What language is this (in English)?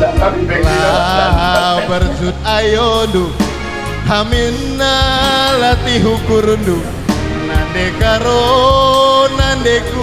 Batak Karo